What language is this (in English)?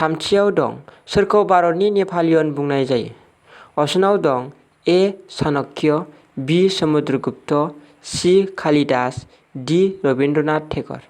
Bodo